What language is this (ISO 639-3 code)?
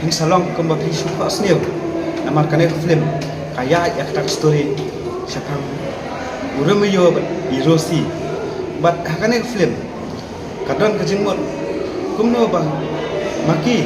kha